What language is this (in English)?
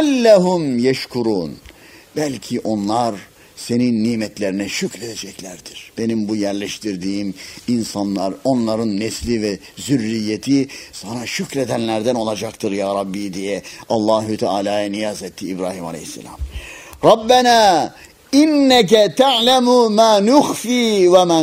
Turkish